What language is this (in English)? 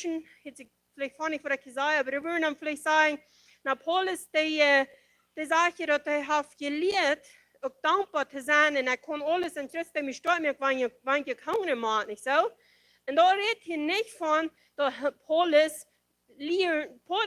Plautdietsch